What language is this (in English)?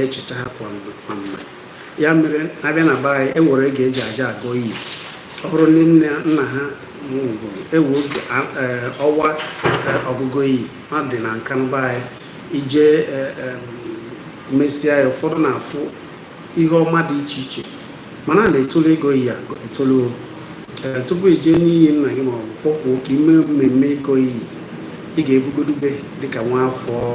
Igbo